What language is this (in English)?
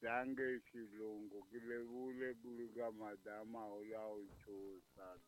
Tsonga